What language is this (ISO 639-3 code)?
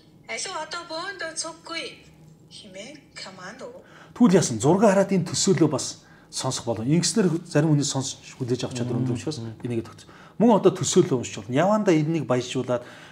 mon